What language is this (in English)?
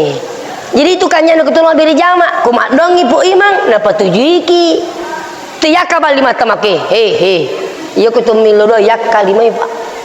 Buginese